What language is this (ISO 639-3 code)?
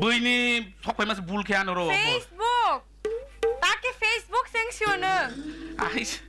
trp